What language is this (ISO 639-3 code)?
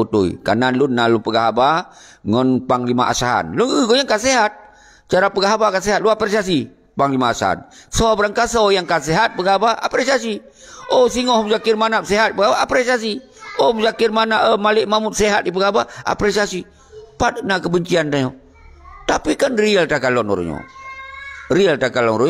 ace